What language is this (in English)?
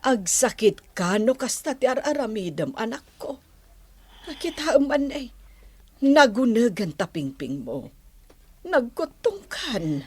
Iloko